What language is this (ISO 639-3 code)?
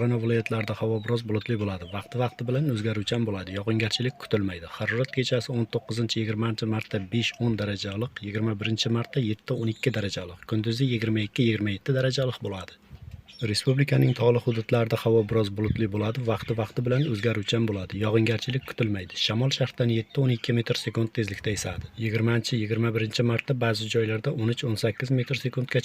uzb